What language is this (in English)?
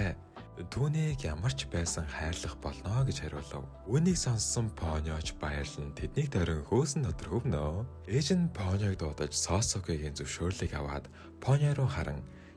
Mongolian